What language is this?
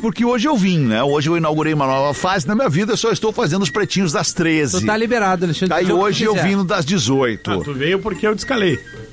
Portuguese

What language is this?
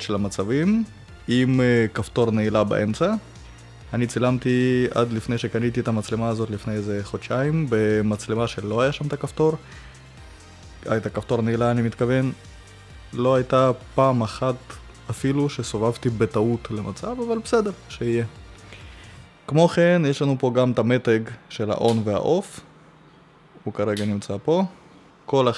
Hebrew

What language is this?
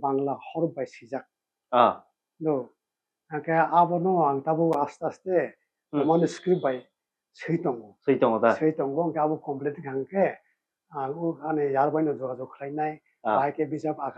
Kok Borok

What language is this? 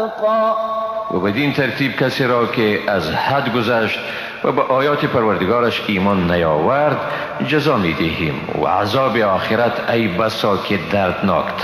Persian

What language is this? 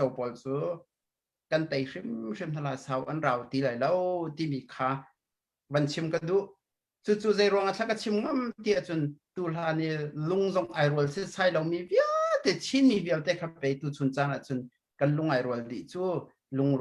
Hakha Chin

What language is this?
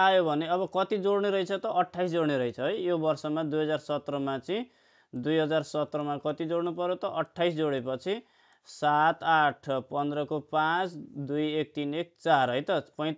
Nepali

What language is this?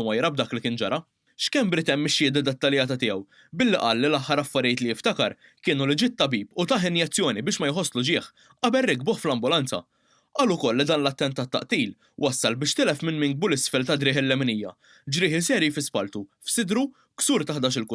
Maltese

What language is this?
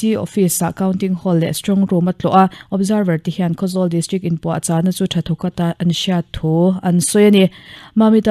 Mizo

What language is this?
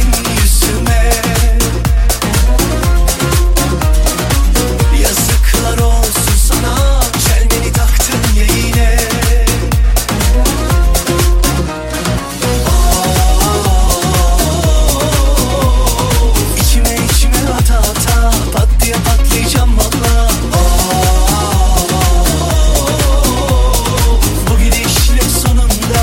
Turkish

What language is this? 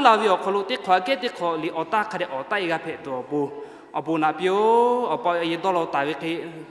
Lahu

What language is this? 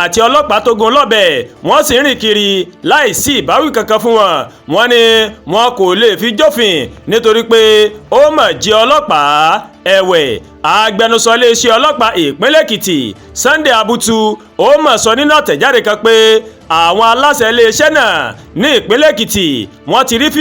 Yoruba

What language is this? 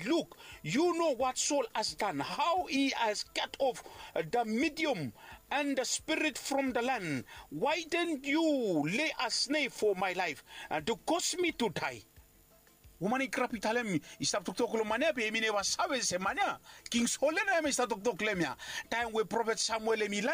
Bislama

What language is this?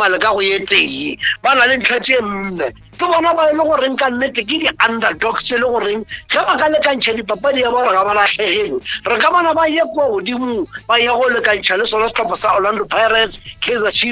Northern Sotho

